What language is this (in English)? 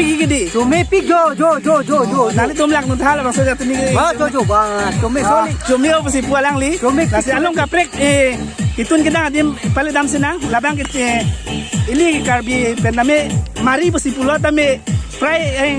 Karbi